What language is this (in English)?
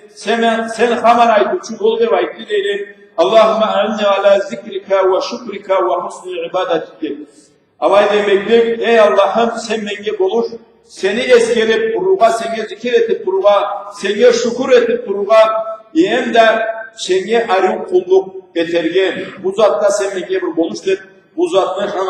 Karachay-Balkar